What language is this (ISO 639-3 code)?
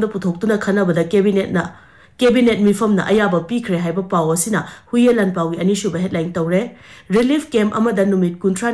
mni